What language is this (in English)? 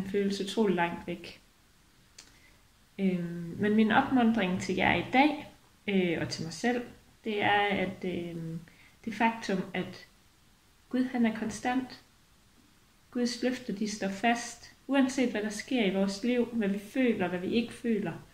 Danish